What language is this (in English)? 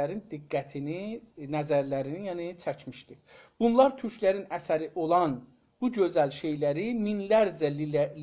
South Azerbaijani